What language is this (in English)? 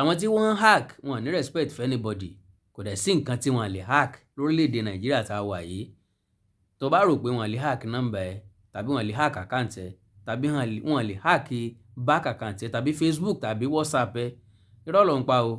Yoruba